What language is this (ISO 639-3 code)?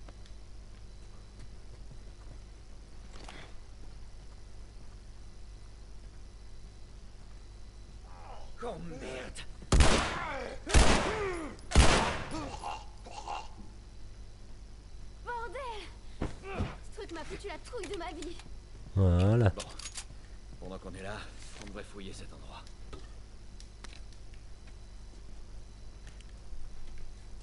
fra